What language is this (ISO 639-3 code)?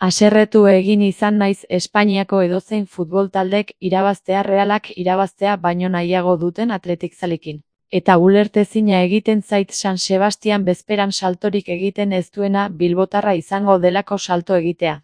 eus